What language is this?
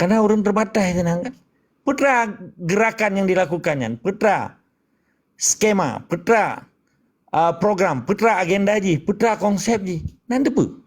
Achinese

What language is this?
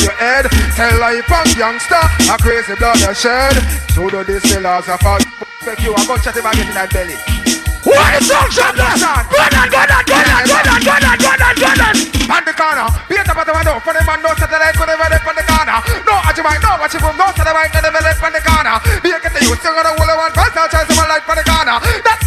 Jamaican Creole English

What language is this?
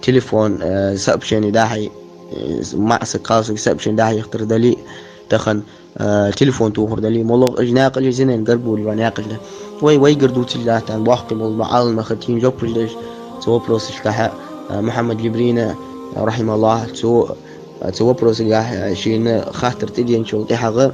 Ingush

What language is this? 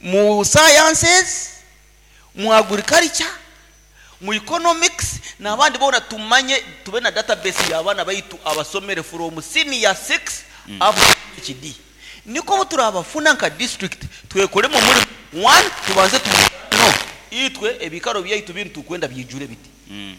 Nyoro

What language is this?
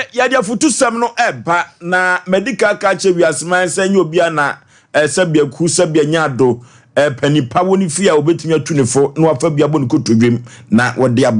Akan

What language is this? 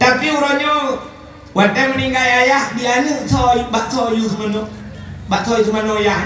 Achinese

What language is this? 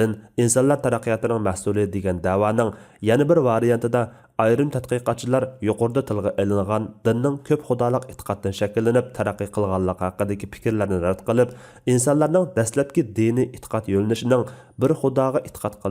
Uyghur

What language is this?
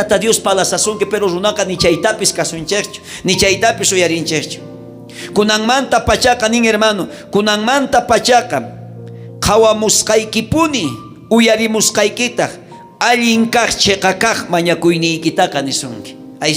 South Bolivian Quechua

